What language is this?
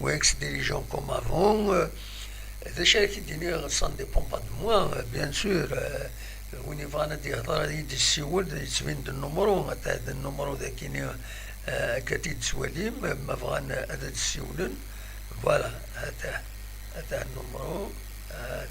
Kabyle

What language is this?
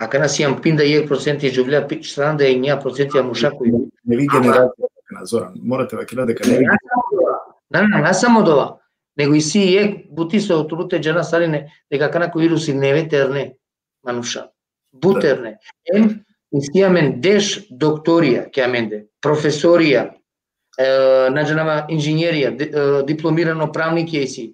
Balkan Romani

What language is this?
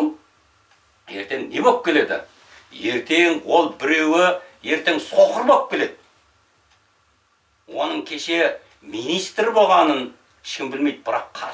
Kazakh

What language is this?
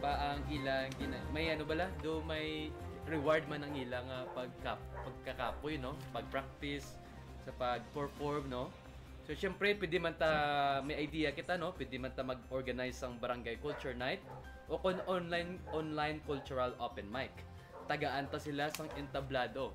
Hiligaynon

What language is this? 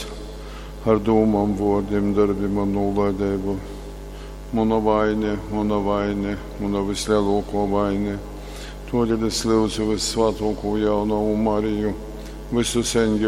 Latgalian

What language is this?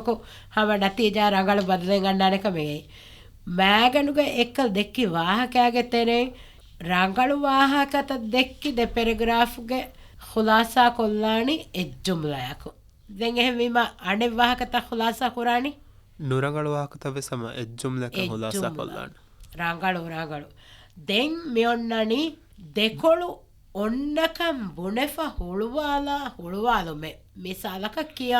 Divehi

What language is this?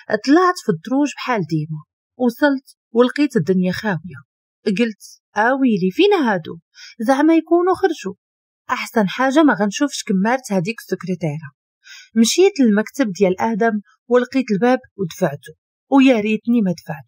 Moroccan Arabic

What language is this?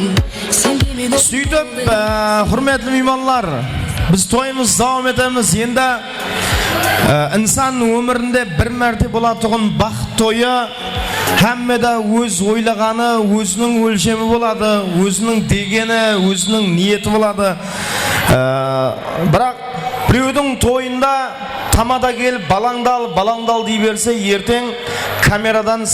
Kara-Kalpak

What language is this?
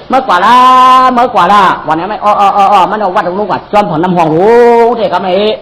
Shan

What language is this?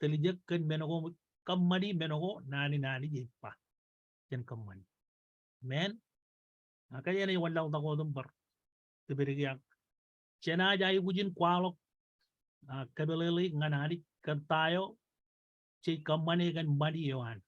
Marshallese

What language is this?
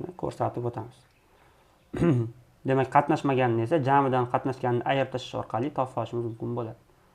Uzbek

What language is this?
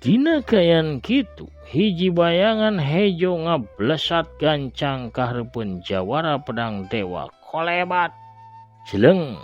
Sundanese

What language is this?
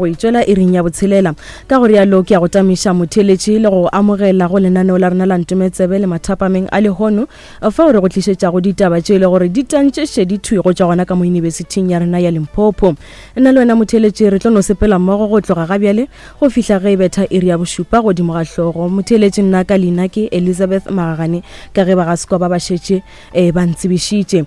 Northern Sotho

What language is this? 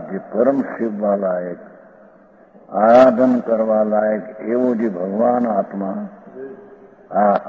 Gujarati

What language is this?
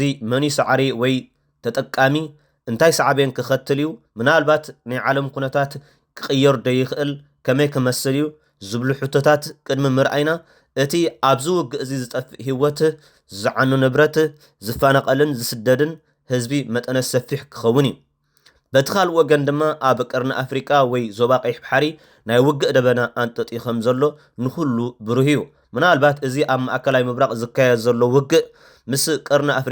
Tigrinya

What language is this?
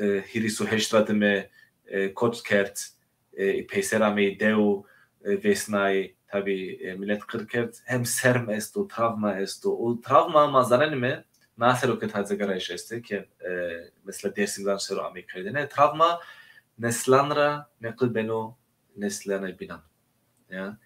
Zaza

